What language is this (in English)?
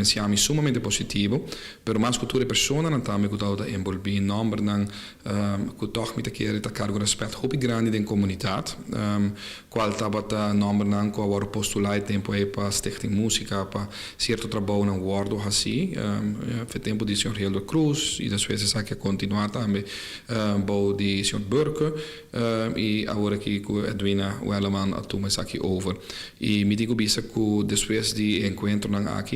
Papiamento